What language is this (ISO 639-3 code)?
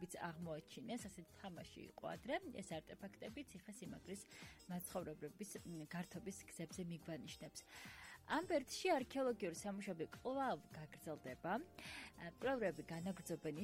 kat